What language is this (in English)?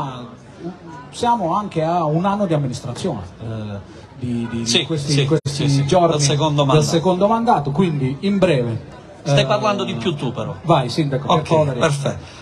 Italian